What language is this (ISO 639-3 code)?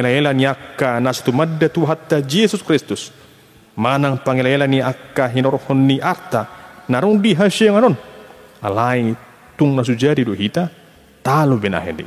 bbc